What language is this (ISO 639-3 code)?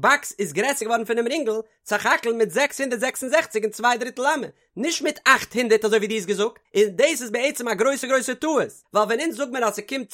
yid